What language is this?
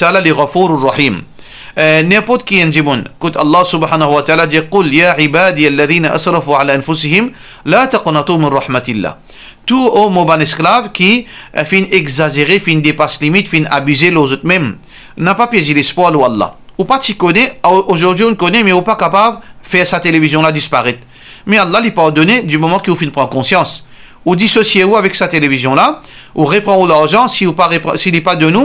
Morisyen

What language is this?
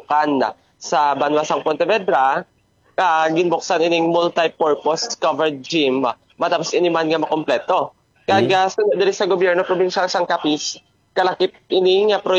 Hiligaynon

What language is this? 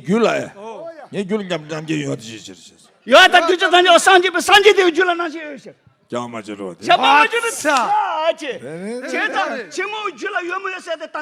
Tibetan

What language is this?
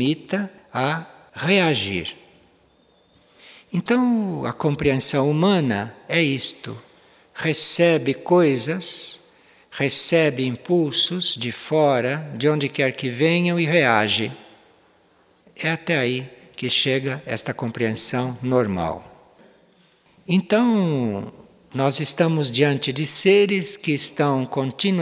Portuguese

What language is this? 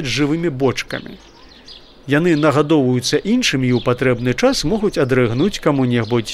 Belarusian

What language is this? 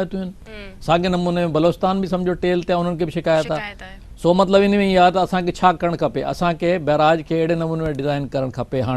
Sindhi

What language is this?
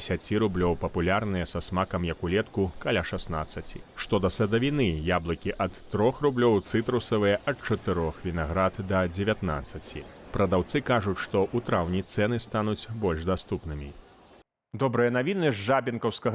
Belarusian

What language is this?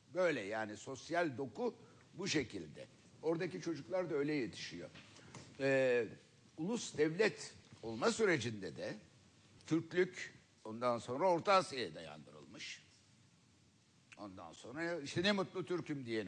Turkish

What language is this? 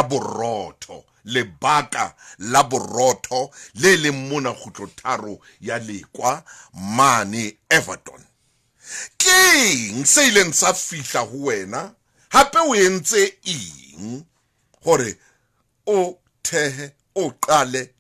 Southern Sotho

